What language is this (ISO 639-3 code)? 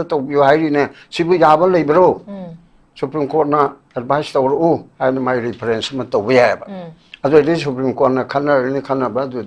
mni